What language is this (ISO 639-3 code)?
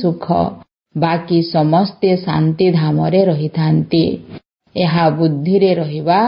ori